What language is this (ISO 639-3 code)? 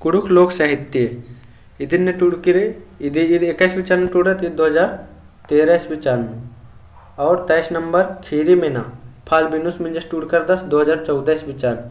kru